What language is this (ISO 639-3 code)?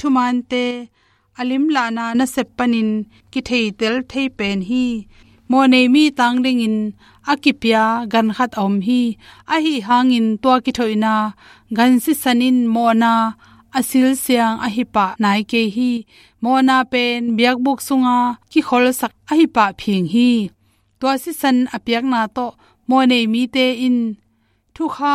ctd